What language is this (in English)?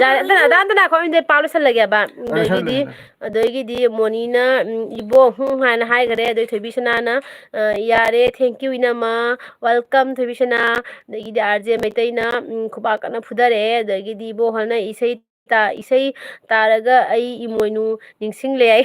Manipuri